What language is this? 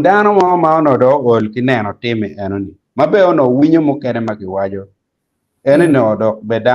Acoli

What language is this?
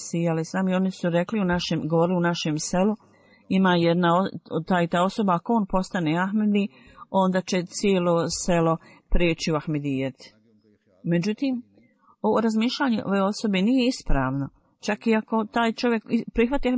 Bosnian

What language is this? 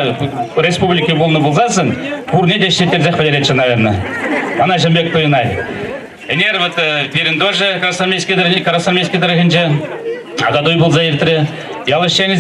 Chuvash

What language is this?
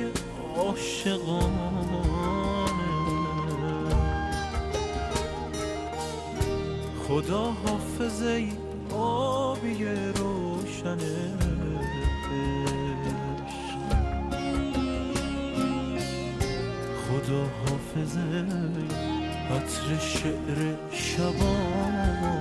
Persian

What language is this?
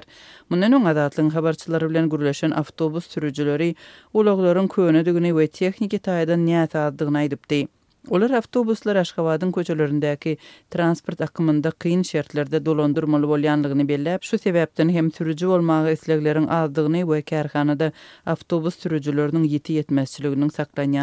Turkmen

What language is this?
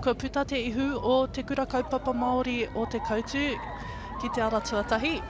Māori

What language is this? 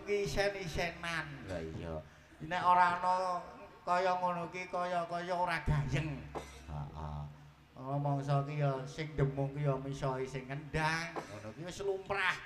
Javanese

